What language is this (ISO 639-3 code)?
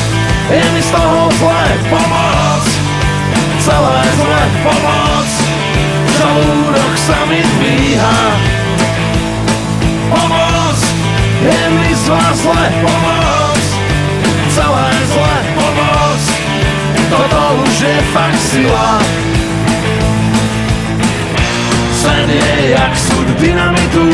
slk